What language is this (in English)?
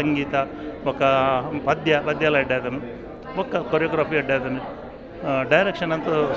Tulu